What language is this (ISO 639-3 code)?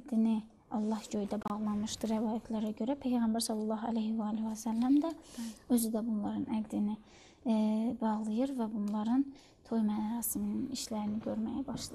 aze